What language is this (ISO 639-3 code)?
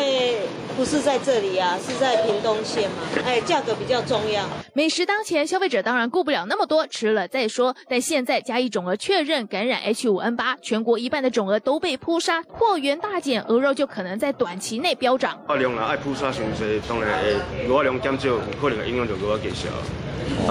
zho